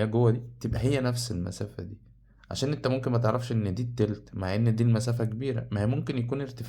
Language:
Egyptian Arabic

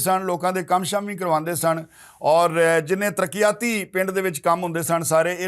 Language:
Western Panjabi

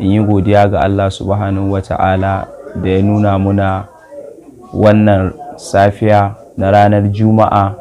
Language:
Hausa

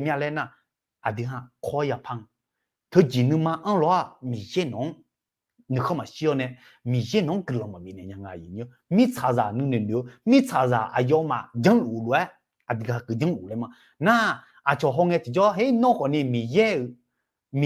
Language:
Akha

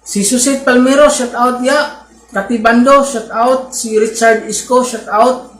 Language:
Cebuano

